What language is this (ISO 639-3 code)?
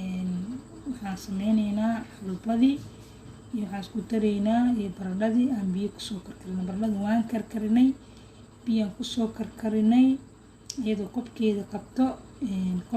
som